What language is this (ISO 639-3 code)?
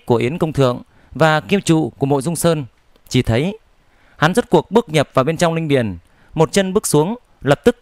vie